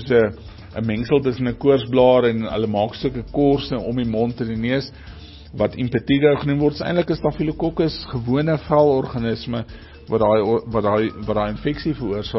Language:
Afrikaans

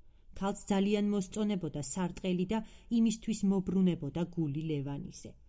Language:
Georgian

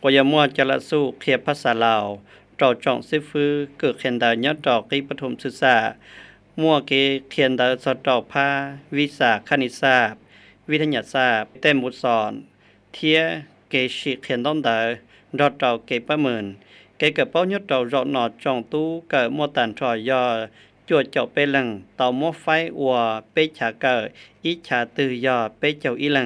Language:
Hmong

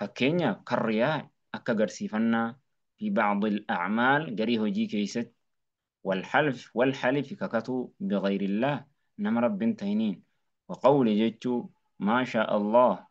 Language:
Oromo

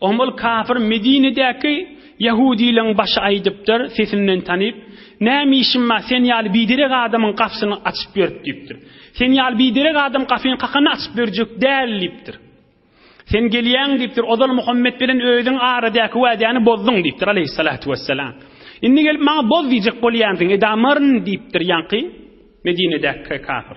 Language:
Turkmen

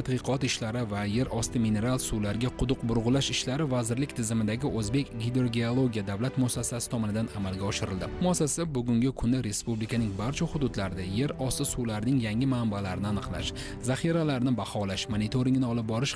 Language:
Uzbek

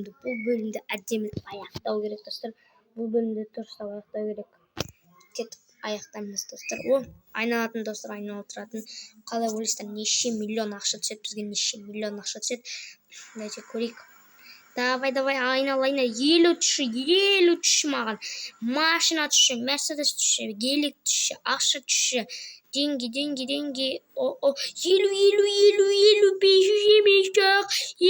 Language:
Kazakh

